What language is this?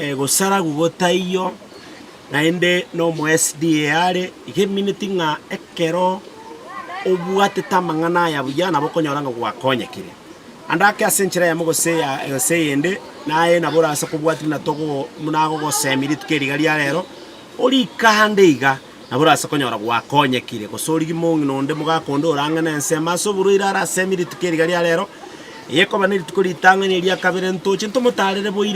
Gusii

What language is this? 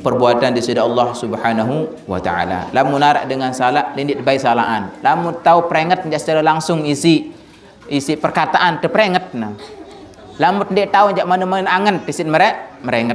Sasak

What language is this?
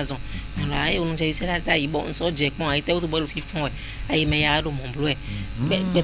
Fon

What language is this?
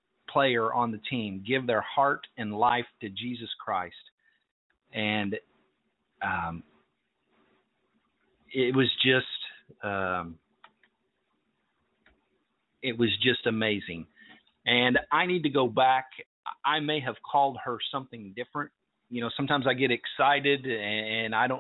English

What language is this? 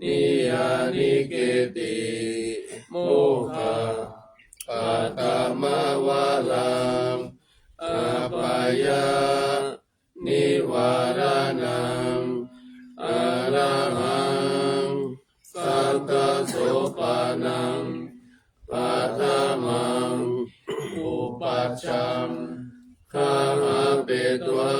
Pali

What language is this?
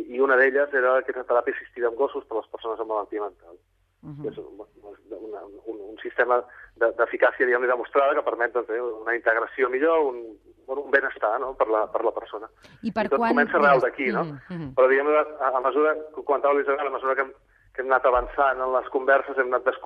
Catalan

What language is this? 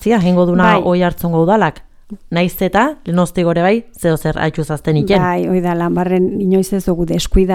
Basque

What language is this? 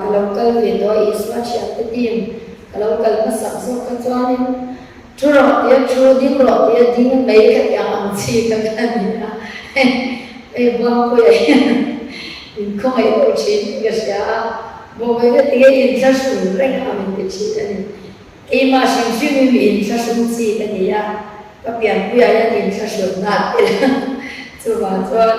Mizo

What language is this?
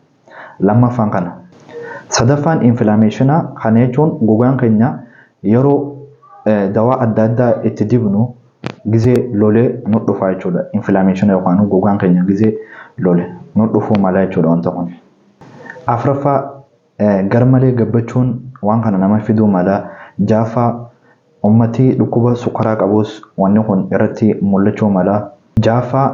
Oromo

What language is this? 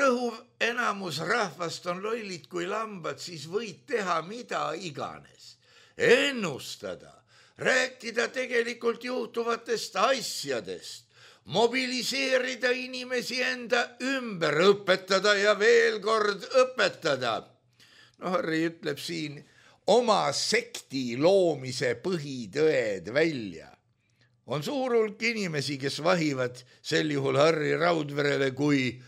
Estonian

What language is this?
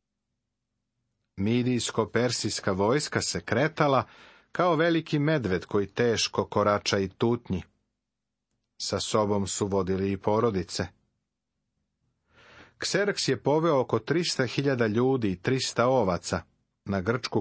Serbian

